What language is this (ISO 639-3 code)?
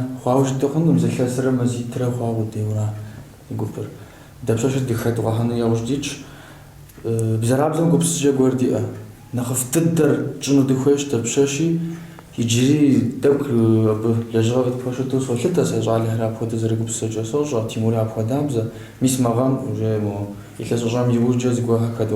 kbd